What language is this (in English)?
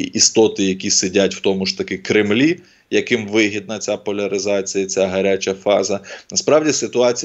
Ukrainian